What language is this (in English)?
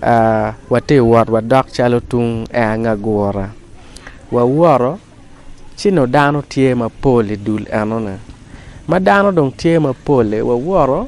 Acoli